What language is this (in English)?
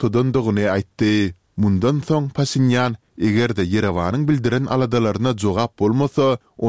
Turkmen